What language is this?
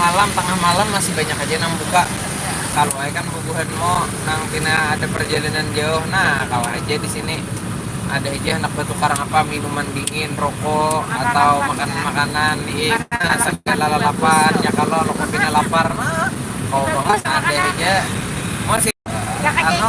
Banjar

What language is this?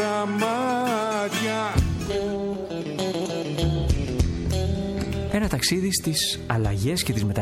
Greek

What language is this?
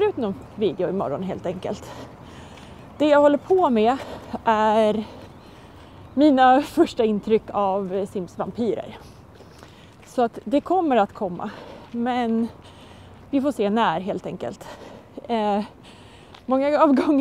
Swedish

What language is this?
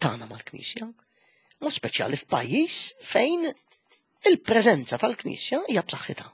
Maltese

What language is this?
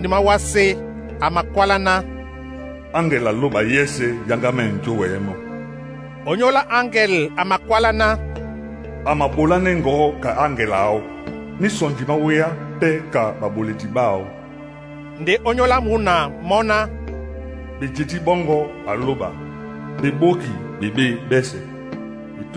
Duala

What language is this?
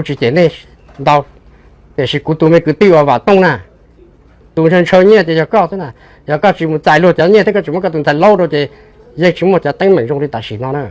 Hmong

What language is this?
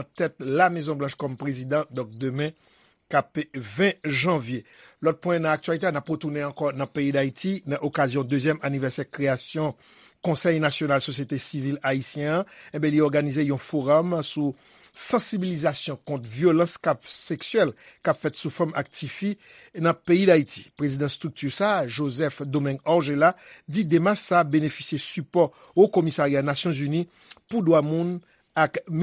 Haitian Creole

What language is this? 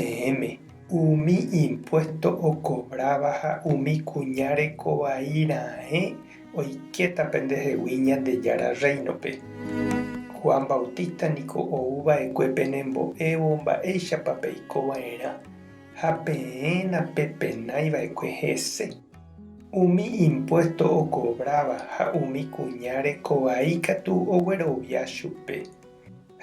Guarani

